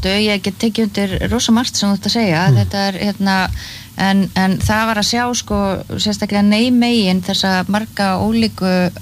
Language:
Icelandic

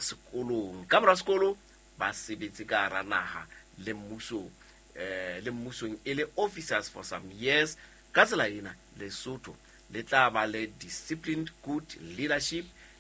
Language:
Southern Sotho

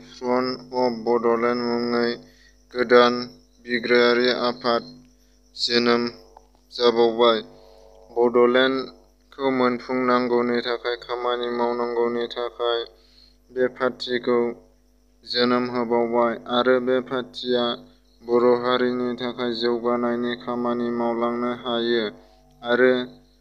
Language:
Bodo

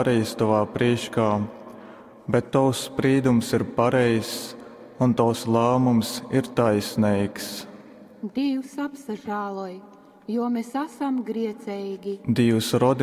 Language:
Latgalian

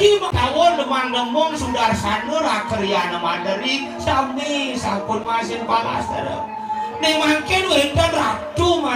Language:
Balinese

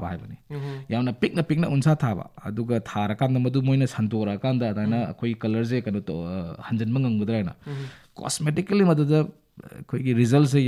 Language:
Manipuri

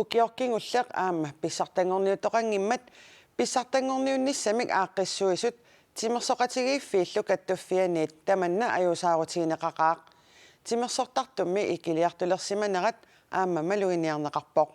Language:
Kalaallisut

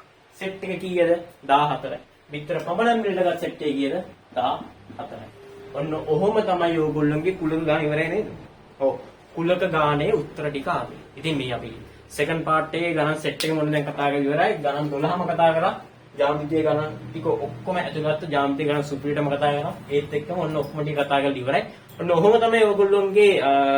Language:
Sinhala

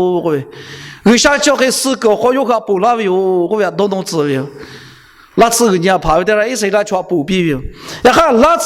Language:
Lahu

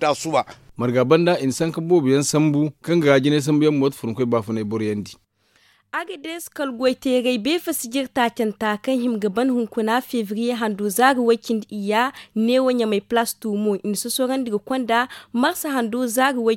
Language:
Zarma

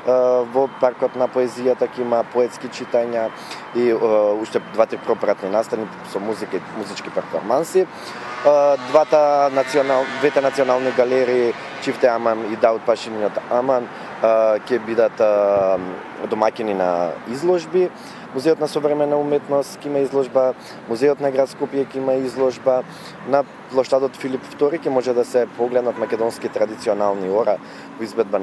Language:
Macedonian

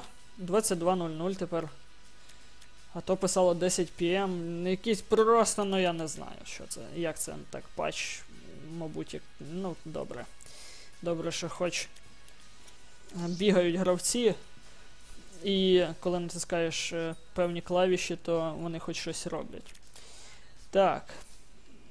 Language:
Ukrainian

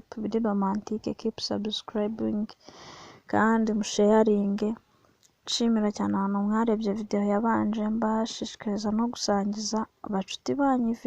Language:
Kinyarwanda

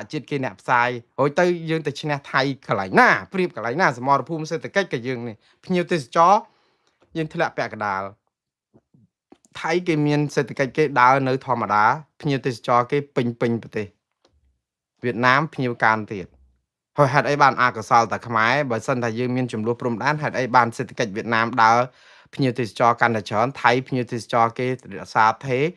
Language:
Khmer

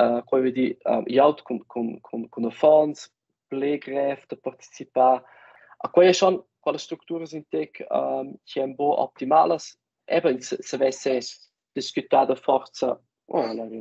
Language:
Romansh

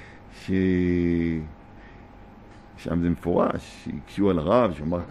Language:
Hebrew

